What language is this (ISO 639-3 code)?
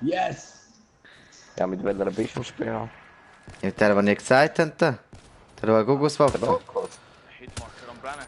gsw